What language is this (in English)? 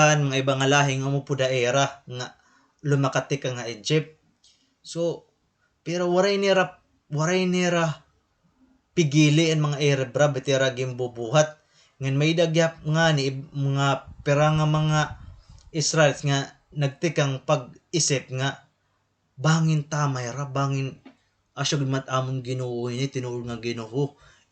Waray